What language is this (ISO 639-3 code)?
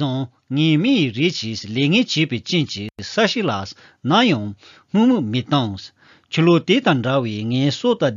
bod